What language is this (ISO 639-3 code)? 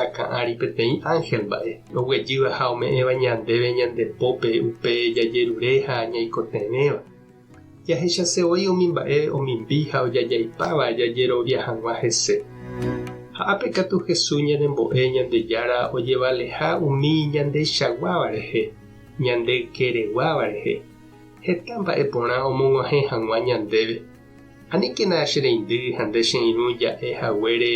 grn